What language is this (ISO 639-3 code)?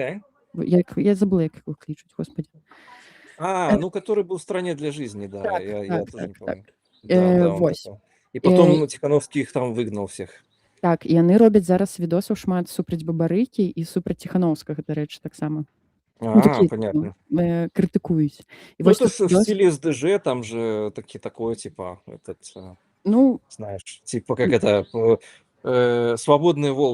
bel